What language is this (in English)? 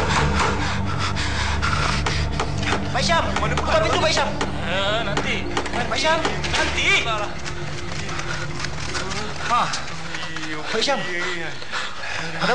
Malay